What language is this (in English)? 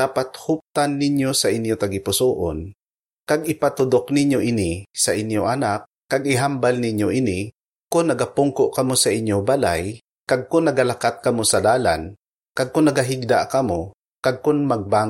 Hiligaynon